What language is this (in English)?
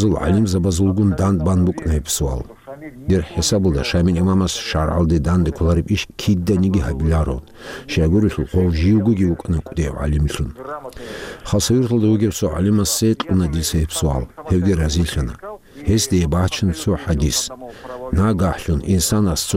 Avaric